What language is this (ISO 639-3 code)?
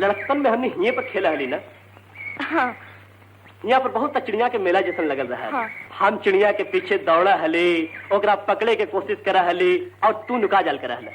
mag